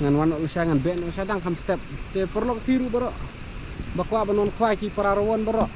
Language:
Khasi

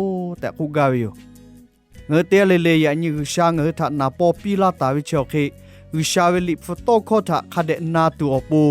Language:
Lahu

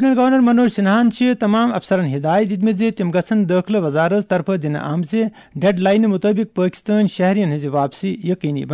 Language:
Kashmiri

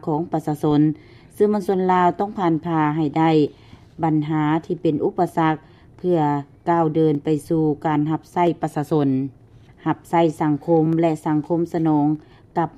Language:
Lao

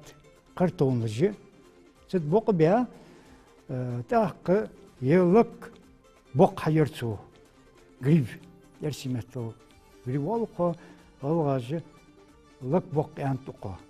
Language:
Ingush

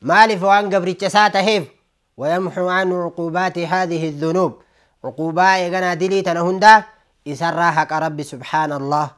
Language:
Oromo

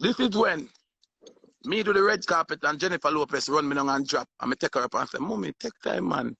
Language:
Jamaican Creole English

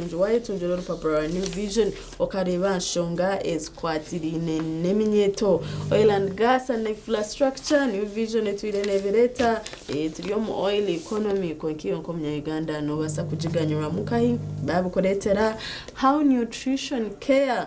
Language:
Nyankole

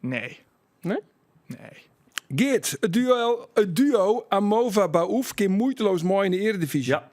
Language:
Western Frisian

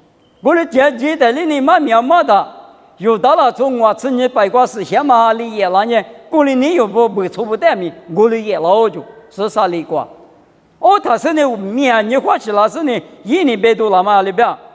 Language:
Lisu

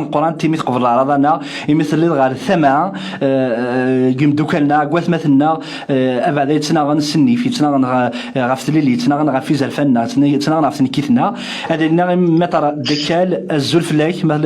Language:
Kabyle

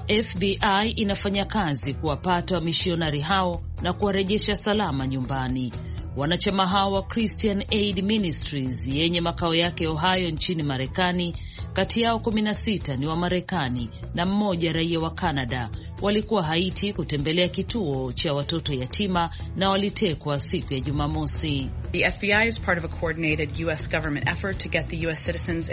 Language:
Swahili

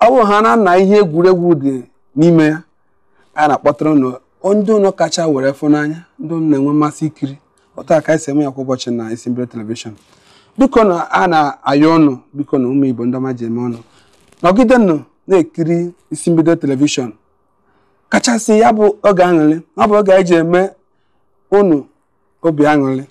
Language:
Igbo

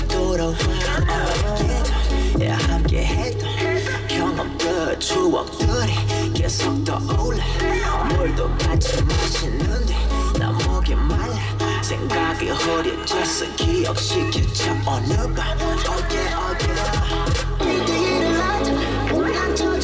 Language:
Korean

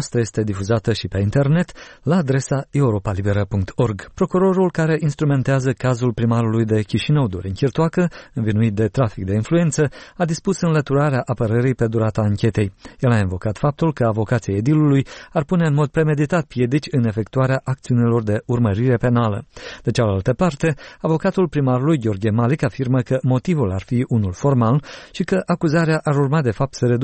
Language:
Romanian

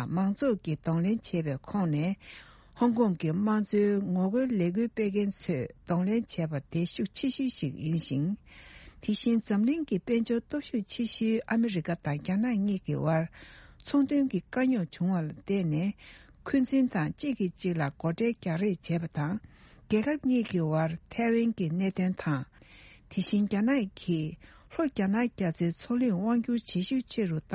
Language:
Tibetan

